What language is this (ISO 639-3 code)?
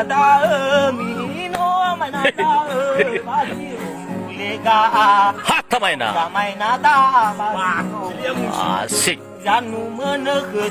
nia